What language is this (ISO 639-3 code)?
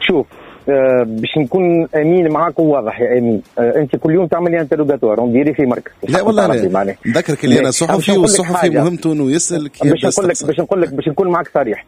aeb